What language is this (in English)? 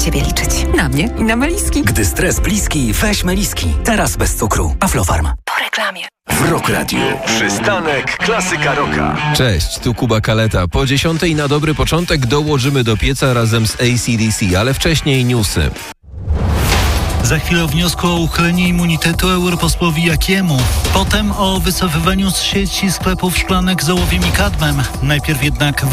Polish